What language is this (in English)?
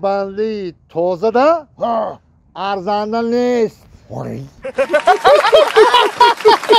Tajik